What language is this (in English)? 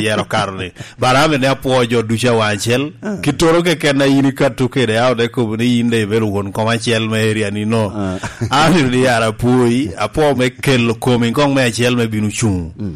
Lango (Uganda)